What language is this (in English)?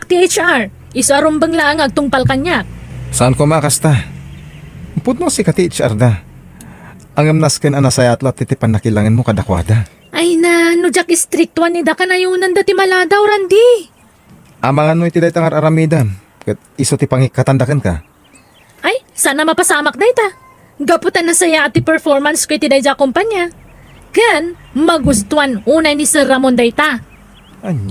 Iloko